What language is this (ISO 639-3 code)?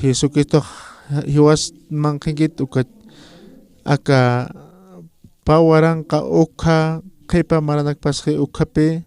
aym